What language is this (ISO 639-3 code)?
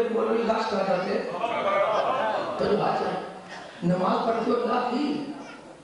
urd